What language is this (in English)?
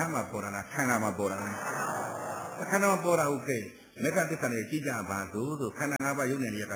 Burmese